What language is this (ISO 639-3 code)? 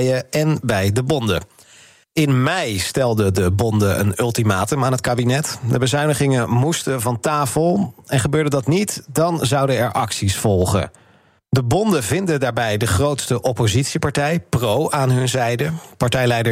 nld